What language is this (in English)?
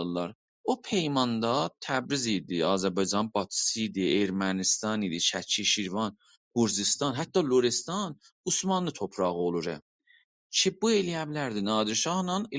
South Azerbaijani